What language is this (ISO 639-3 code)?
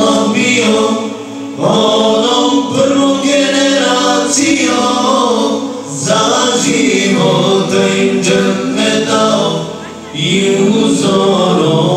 bos